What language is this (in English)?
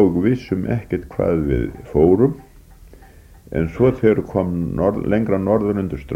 Icelandic